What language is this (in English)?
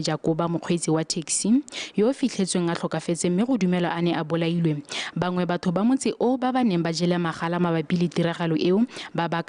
Tswana